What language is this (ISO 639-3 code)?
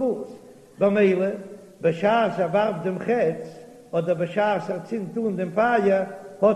yid